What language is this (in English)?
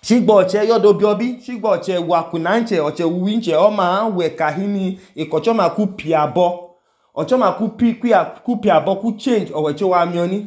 Idoma